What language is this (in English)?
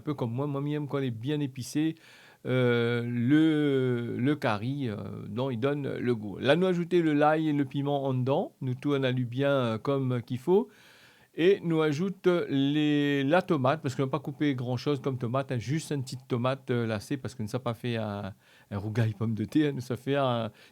Réunion Creole French